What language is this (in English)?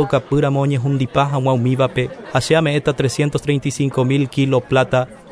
Guarani